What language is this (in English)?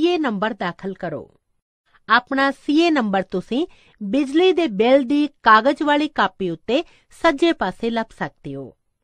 Punjabi